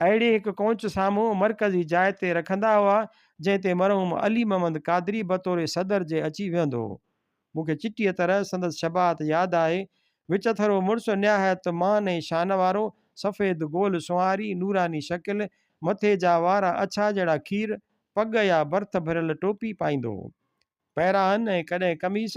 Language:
Sindhi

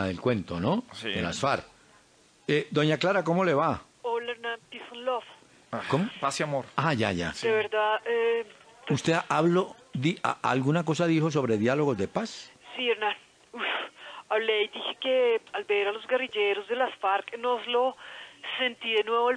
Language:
Spanish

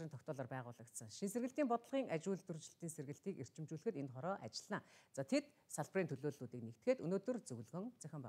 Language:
Mongolian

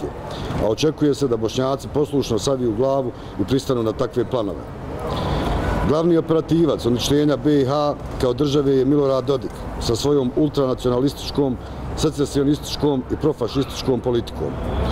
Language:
Bosnian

